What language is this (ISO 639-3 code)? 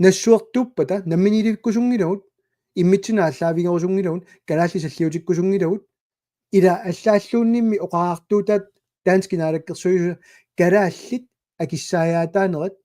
kal